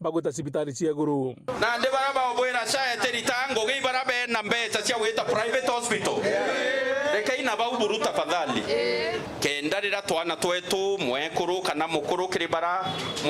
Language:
Meru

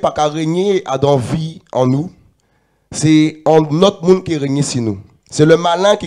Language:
Guadeloupean Creole French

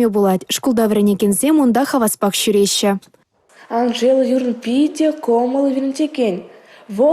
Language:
Chuvash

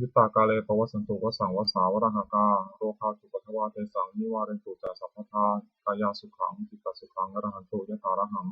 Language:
Pali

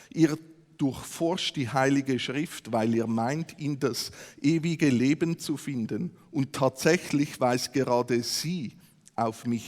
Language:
Swiss German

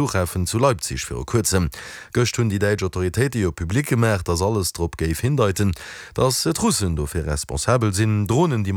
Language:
Luxembourgish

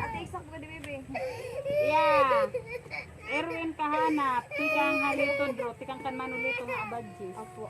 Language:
Waray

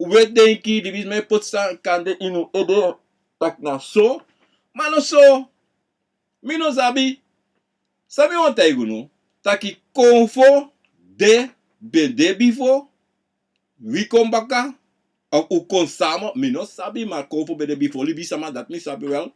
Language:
Sranan Tongo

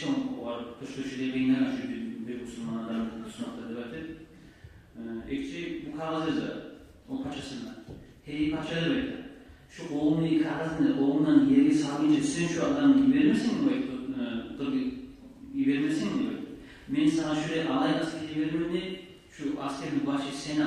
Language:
Kumyk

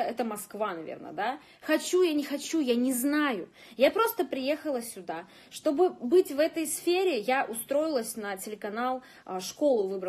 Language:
Russian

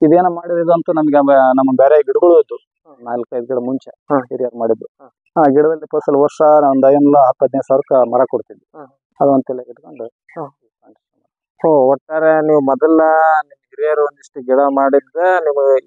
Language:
Kannada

